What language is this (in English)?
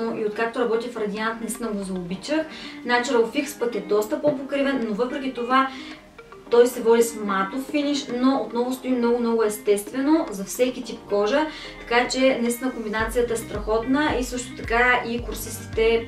Bulgarian